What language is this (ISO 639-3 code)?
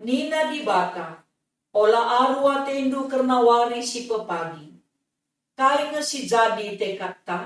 btx